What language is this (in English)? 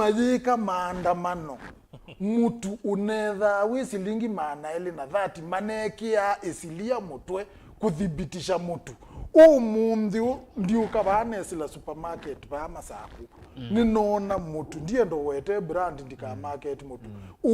Kamba